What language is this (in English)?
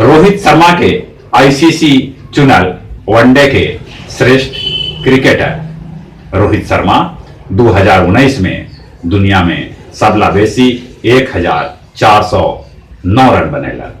Magahi